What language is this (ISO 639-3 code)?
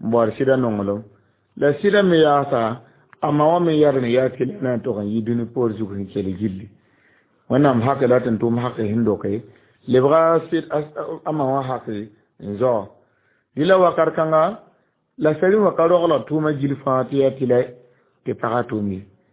mos